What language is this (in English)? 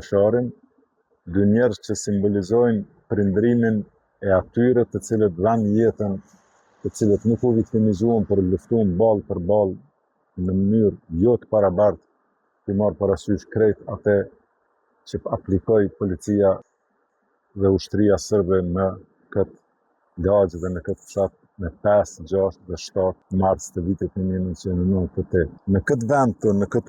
Albanian